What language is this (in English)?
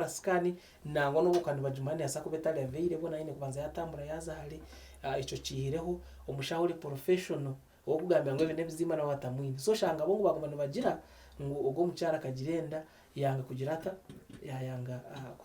Nyankole